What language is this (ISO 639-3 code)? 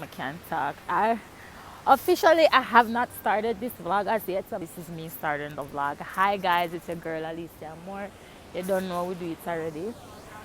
jam